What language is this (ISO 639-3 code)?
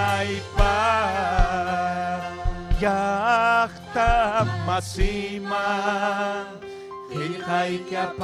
quy